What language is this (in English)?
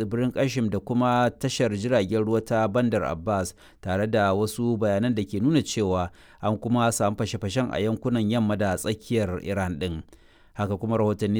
Hausa